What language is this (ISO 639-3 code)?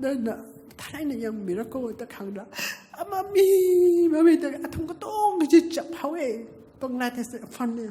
nmf